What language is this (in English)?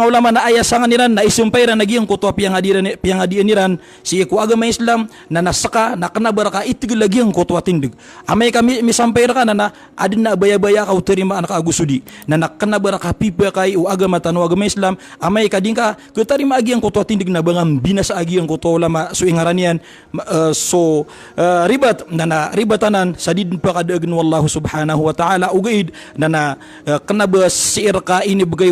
Maranao